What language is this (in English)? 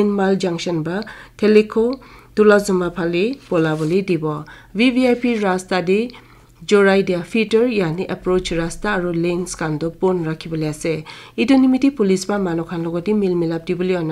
Naga Pidgin